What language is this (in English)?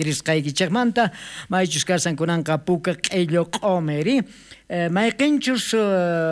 South Bolivian Quechua